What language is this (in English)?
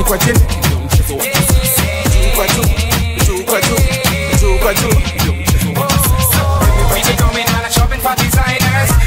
Swahili